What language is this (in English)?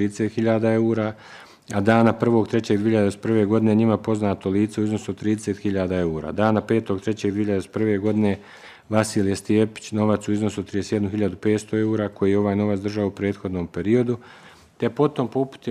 Bosnian